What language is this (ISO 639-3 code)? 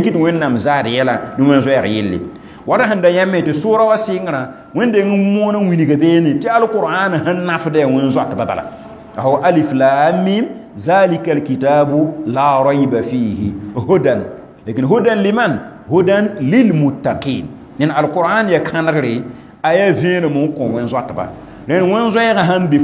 mos